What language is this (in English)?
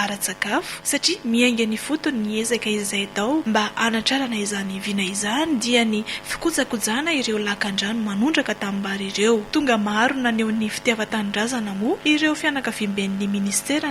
Malagasy